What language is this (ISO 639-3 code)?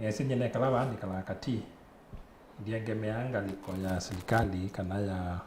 kam